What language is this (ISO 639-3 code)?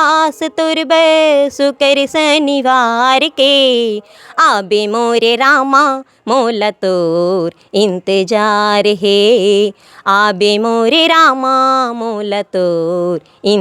hne